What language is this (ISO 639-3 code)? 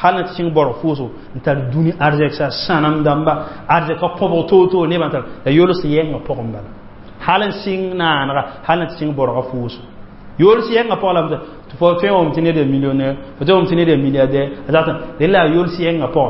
mos